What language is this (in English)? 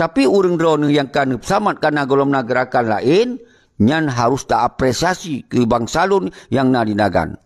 Achinese